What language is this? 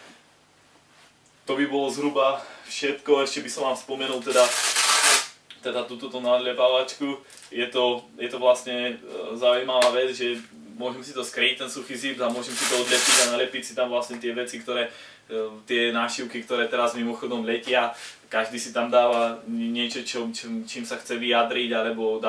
Slovak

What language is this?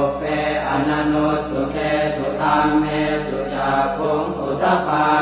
Pali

